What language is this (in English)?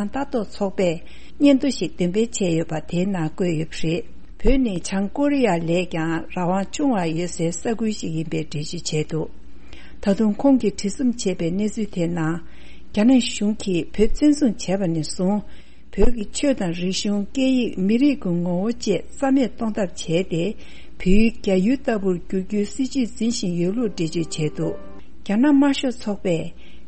Tibetan